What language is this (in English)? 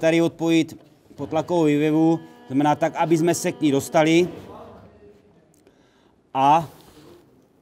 Czech